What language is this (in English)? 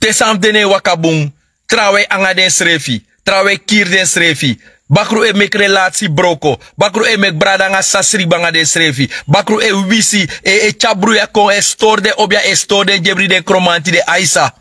Sranan Tongo